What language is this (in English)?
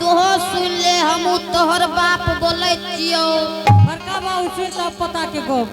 Angika